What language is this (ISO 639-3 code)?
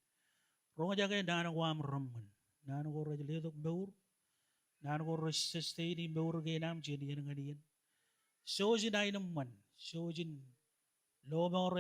mah